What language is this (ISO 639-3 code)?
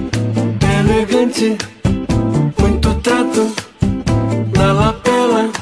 por